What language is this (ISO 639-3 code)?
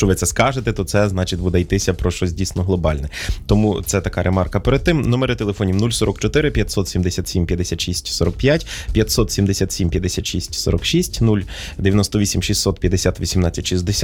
ukr